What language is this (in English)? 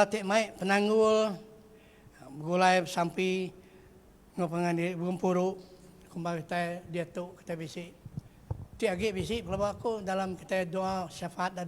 Iban